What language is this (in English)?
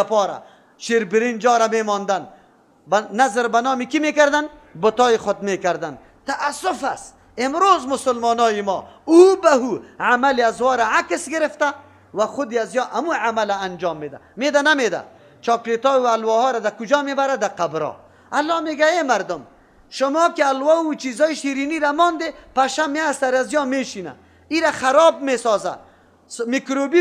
Persian